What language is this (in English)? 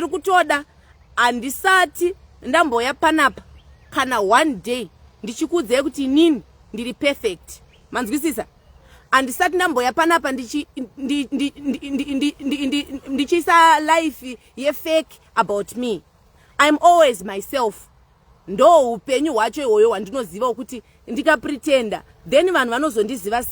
Shona